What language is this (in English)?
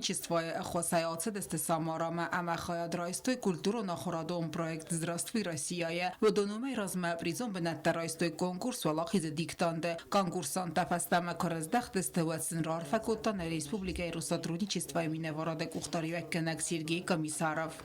Ossetic